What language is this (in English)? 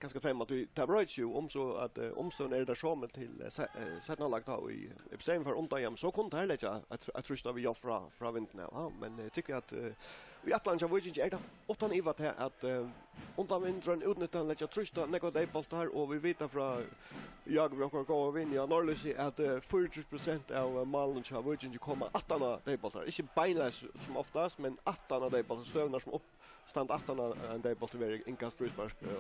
Faroese